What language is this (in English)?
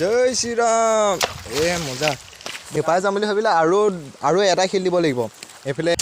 Assamese